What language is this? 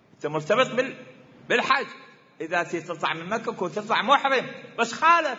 Mesopotamian Arabic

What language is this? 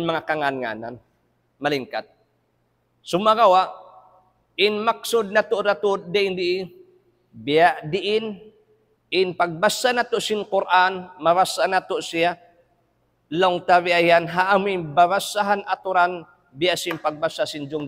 Tausug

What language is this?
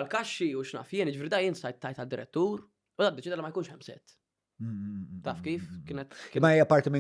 Maltese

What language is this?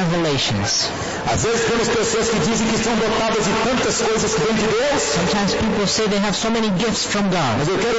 Portuguese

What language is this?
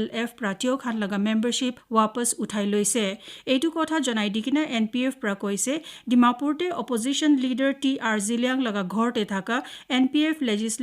Naga Pidgin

